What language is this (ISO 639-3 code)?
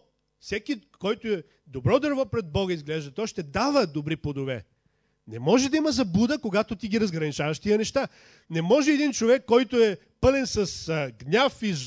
bul